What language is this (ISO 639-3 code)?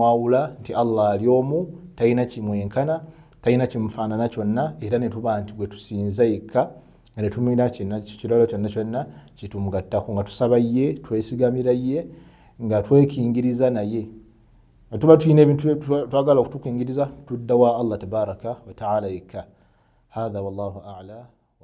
lug